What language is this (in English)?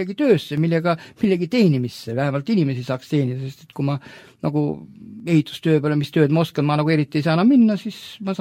Estonian